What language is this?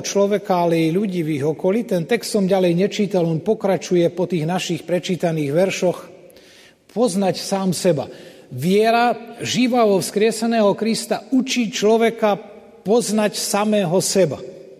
Slovak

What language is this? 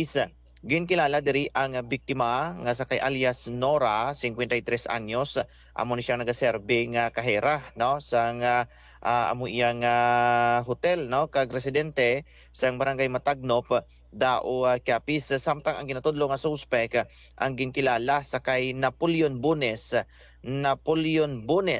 Hiligaynon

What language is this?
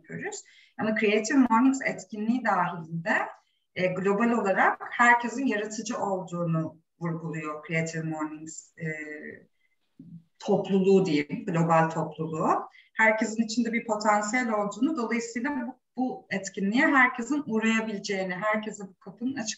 Turkish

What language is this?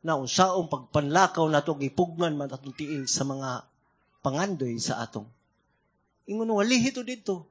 Cebuano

